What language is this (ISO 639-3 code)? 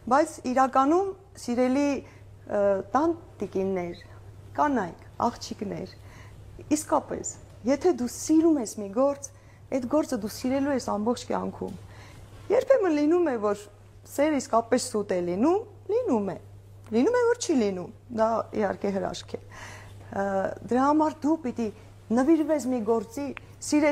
hye